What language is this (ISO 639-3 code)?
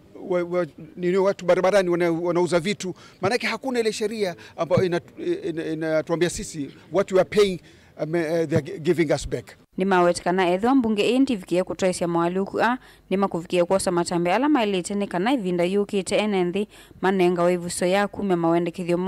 kam